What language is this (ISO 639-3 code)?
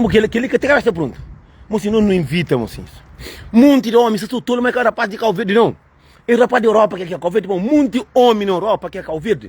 kea